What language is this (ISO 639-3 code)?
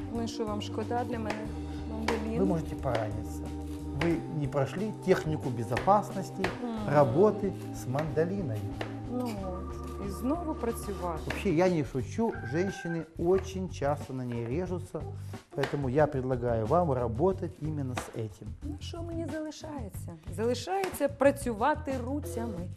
ukr